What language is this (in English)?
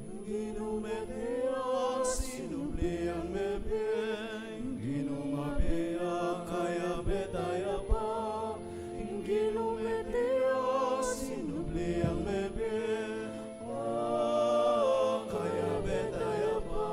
Pampanga